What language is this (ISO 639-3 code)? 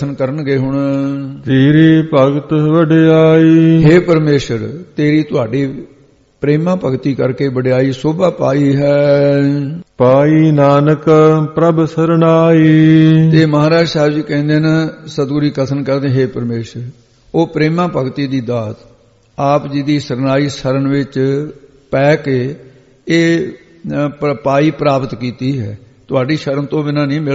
pan